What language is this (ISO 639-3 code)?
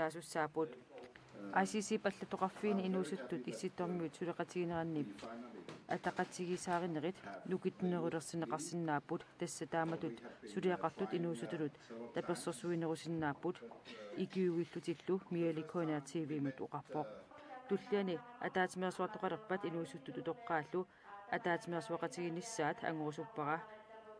kal